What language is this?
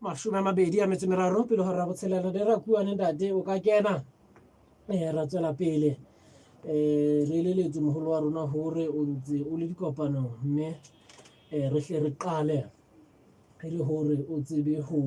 Southern Sotho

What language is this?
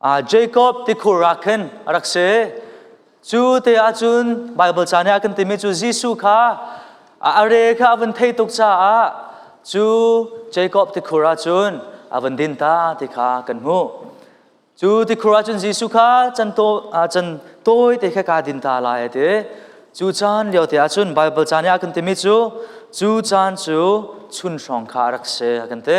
Hakha Chin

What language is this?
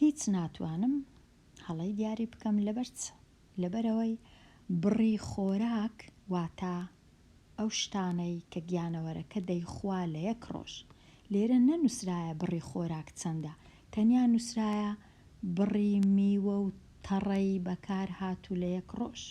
Central Kurdish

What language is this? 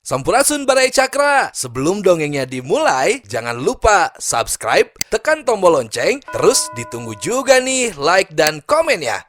Sundanese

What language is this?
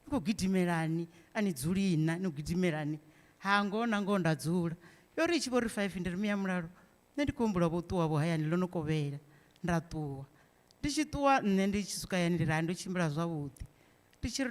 Venda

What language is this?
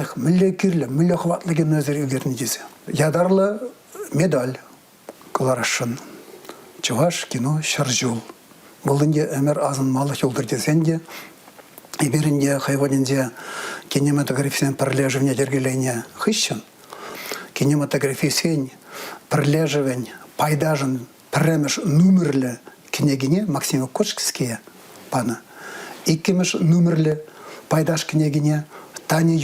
Chuvash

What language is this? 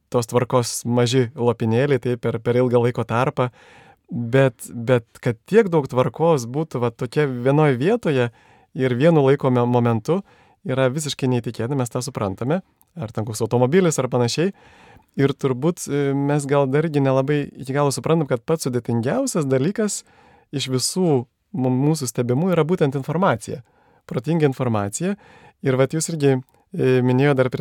Lithuanian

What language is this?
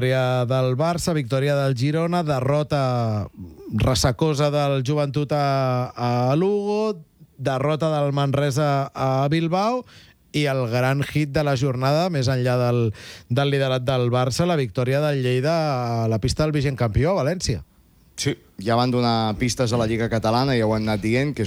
Catalan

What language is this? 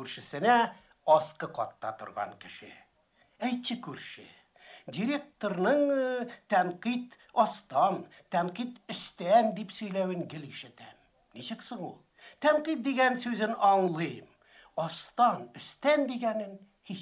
Tatar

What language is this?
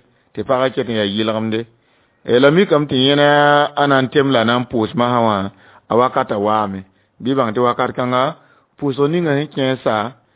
Mossi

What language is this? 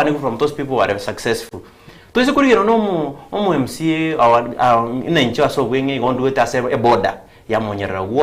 Gusii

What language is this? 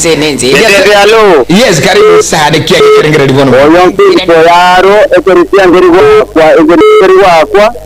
Gusii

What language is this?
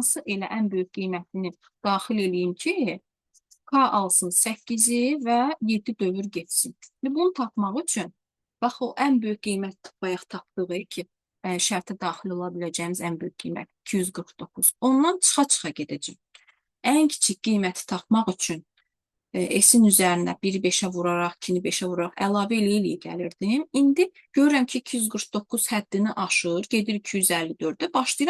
Azerbaijani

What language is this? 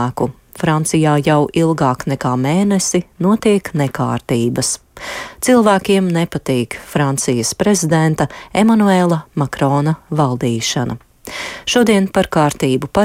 Latvian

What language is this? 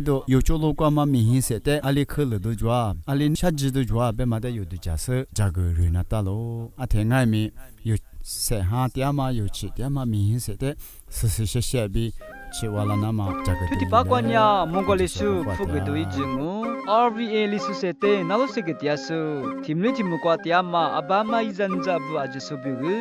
Lisu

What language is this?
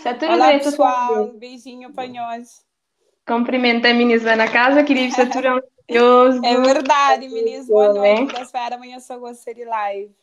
Kabuverdianu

